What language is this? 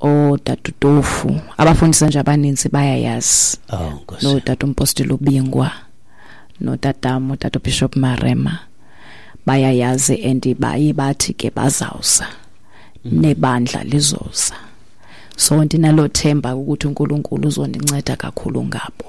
Xhosa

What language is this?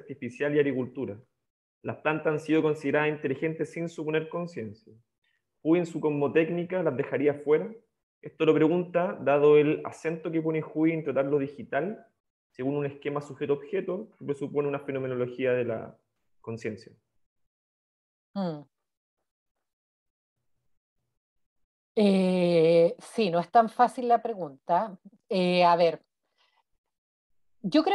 Spanish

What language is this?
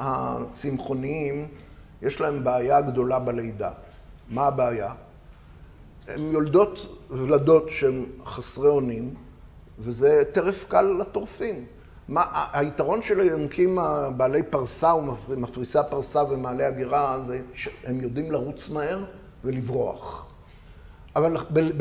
Hebrew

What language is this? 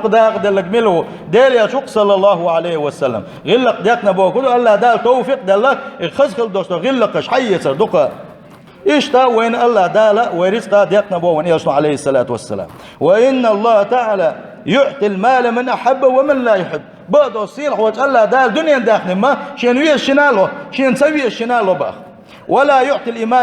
Chechen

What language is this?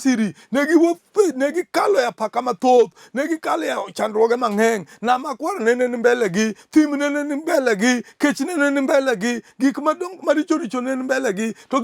Luo (Kenya and Tanzania)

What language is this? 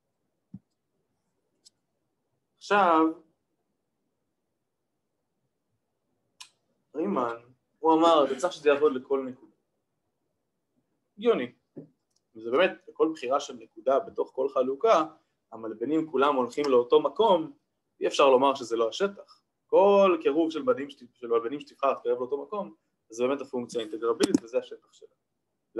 Hebrew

